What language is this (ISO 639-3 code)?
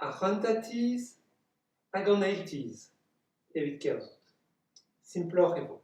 bre